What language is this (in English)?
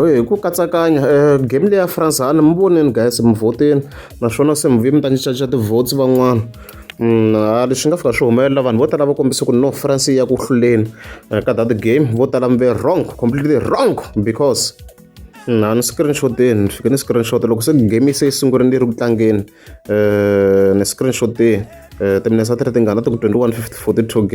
Tsonga